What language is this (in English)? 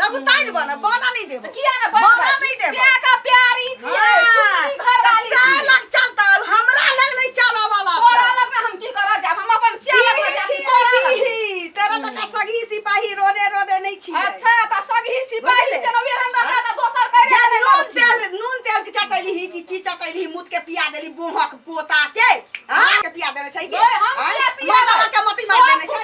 Maithili